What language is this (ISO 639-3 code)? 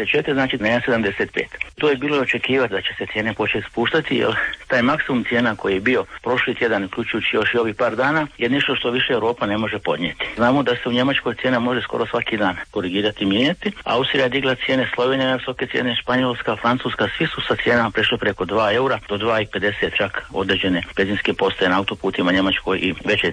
hrv